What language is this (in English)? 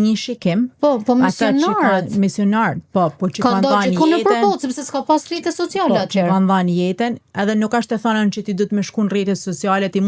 Albanian